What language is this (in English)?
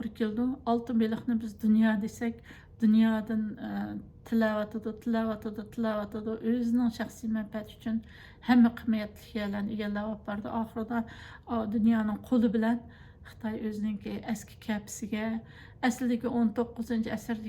Uyghur